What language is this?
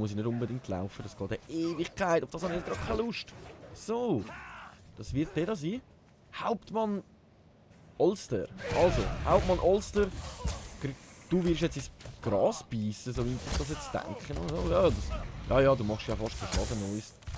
Swiss German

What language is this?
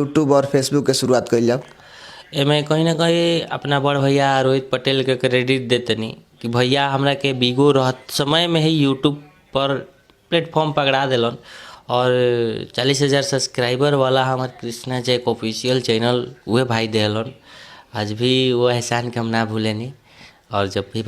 Bhojpuri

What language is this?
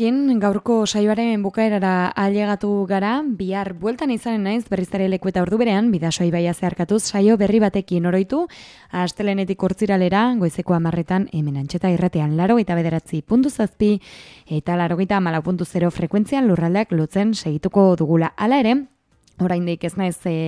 Basque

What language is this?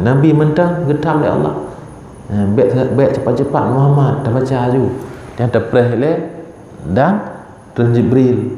Achinese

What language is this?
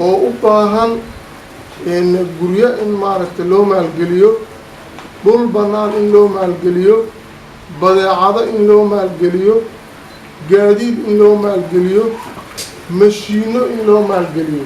Somali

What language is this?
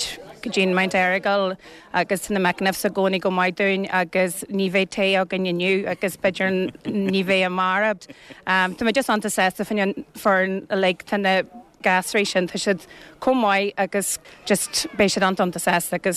Irish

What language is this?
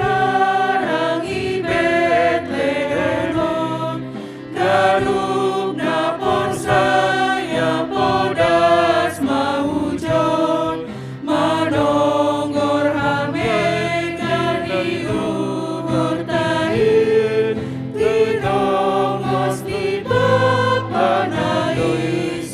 Batak Simalungun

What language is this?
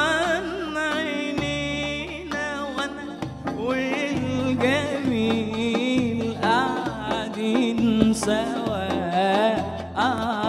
Egyptian Arabic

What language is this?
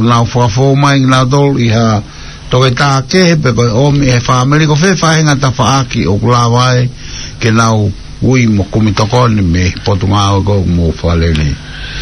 Tongan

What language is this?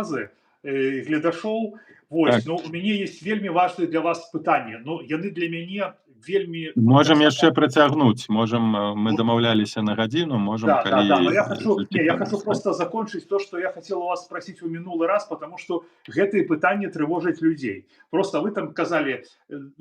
Belarusian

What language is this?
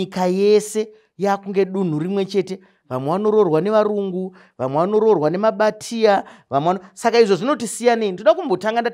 Shona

